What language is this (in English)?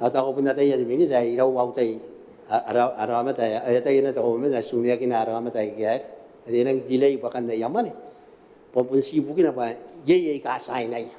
Gilbertese